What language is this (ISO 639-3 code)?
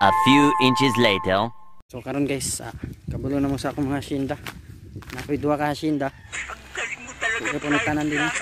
ceb